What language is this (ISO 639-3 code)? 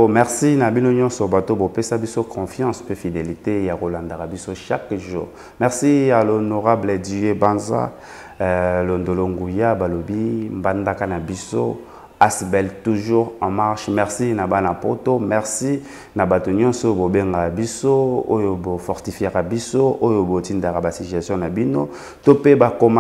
lin